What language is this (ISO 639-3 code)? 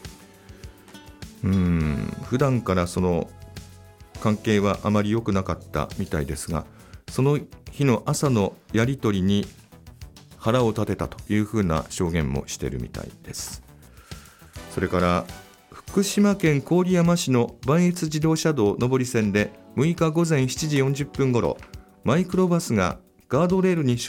jpn